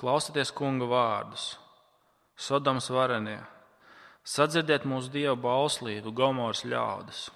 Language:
Latvian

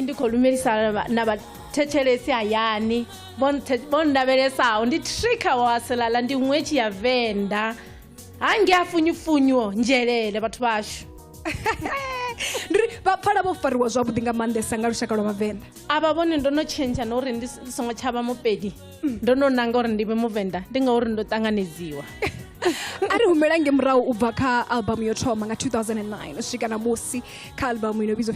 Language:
Venda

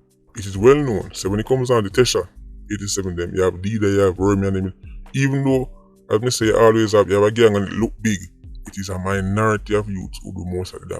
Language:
Jamaican Creole English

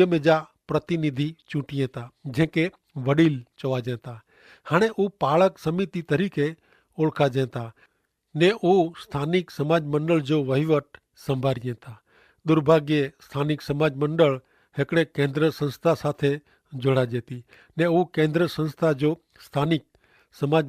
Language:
Kachhi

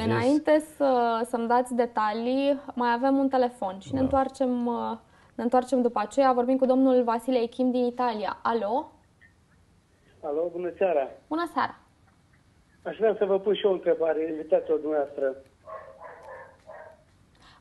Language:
Romanian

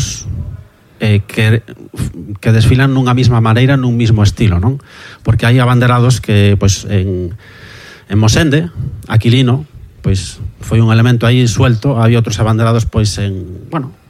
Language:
Galician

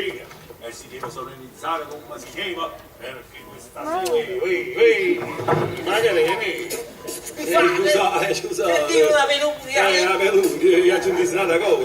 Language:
Neapolitan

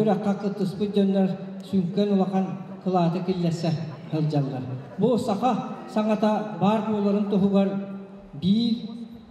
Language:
Yakut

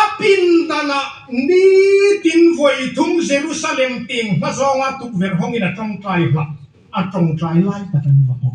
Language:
Hmar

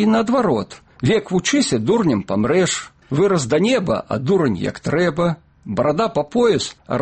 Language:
Belarusian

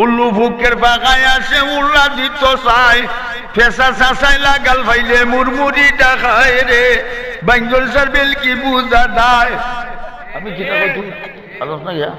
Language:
Sylheti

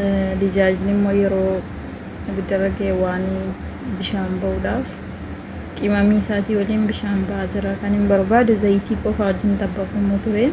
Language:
Oromo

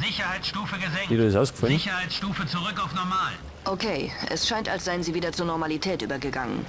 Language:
Bavarian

